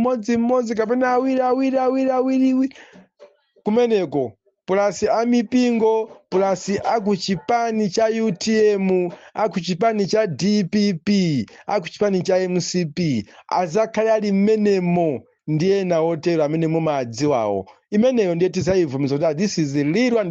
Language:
Nyanja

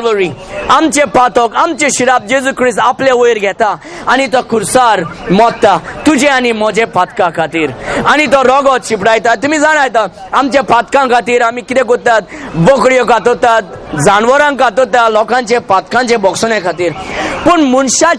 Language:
Konkani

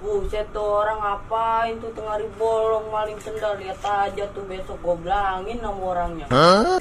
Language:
Betawi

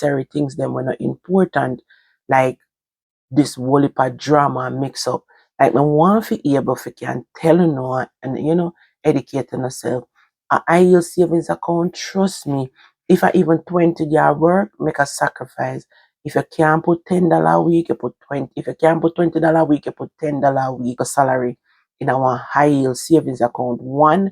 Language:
Jamaican Creole English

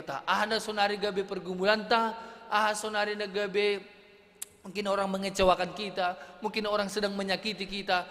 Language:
Batak Simalungun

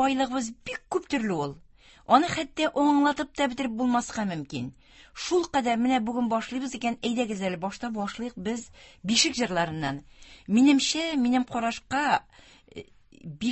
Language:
Tatar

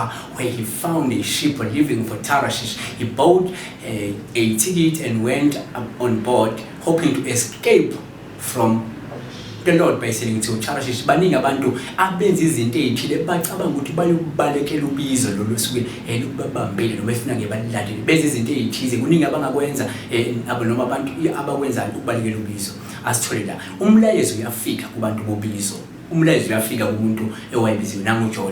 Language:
Zulu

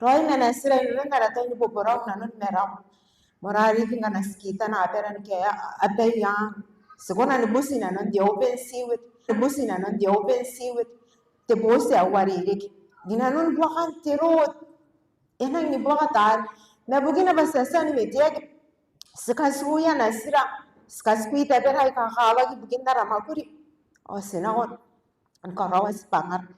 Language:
Gilbertese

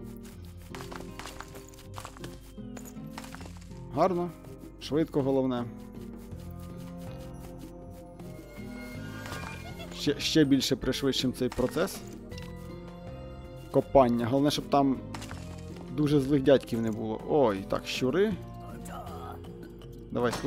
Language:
Ukrainian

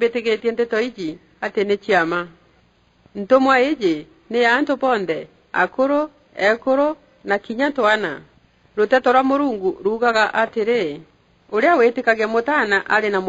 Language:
Meru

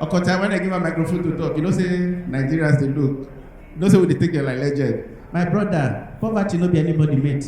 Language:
Nigerian Pidgin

